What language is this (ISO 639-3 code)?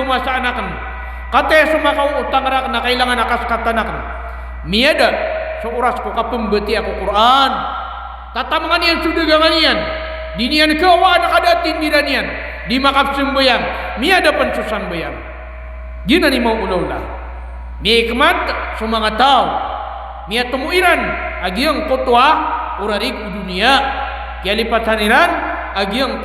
mrw